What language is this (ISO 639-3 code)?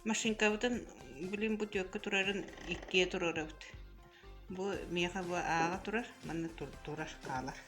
sah